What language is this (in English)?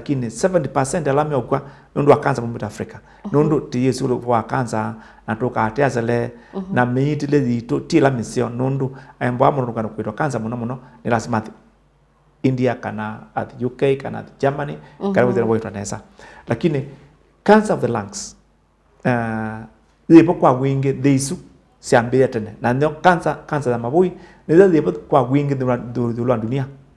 Kamba